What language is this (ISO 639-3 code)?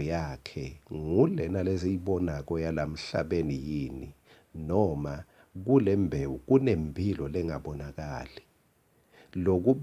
ssw